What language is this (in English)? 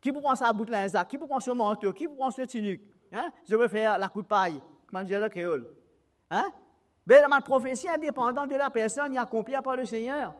Morisyen